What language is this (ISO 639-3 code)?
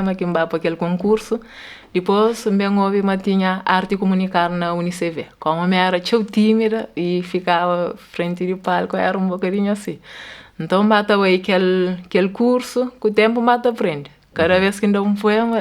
kea